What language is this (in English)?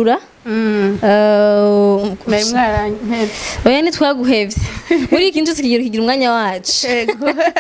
Rundi